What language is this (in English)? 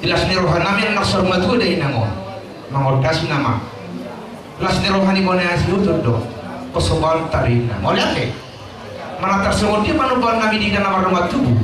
Batak Toba